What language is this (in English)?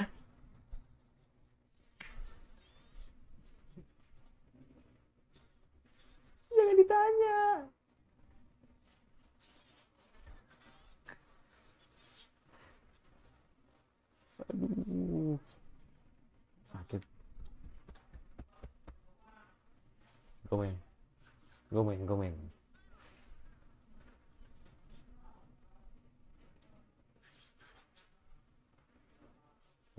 Indonesian